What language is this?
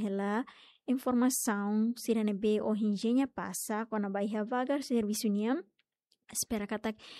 Tetum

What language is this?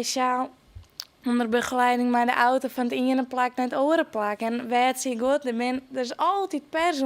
Western Frisian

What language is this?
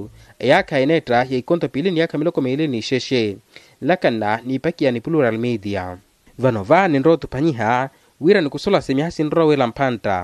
Makhuwa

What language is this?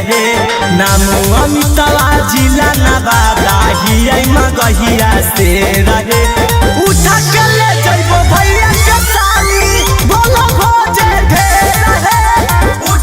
Magahi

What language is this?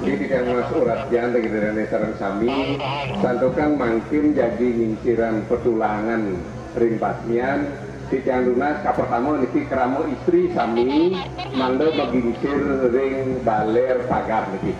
Balinese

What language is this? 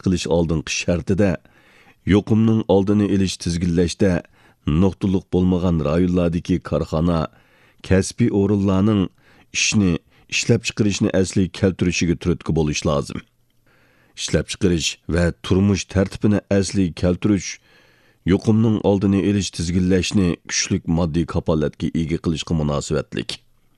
Uyghur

